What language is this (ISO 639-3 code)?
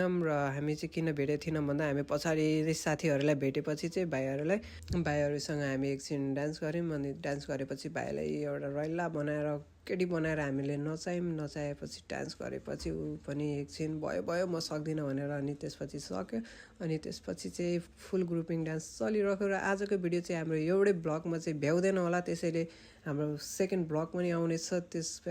nep